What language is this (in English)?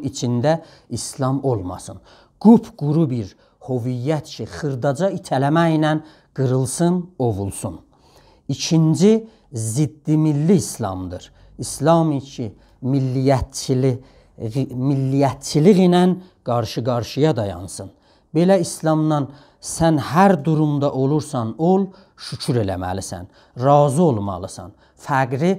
South Azerbaijani